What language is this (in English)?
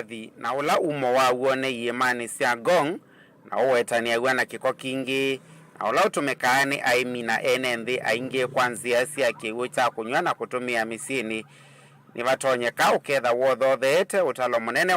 Kamba